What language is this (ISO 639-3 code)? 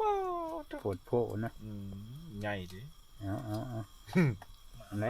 tts